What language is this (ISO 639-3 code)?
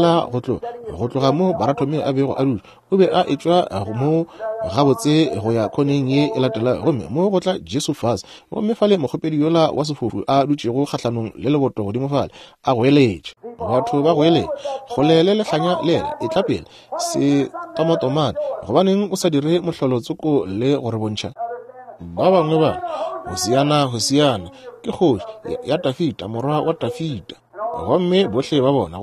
nso